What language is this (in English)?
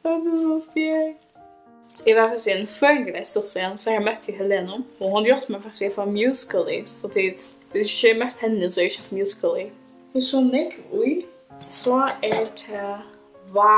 Faroese